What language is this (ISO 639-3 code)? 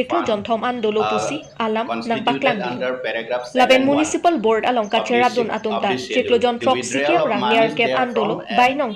mjw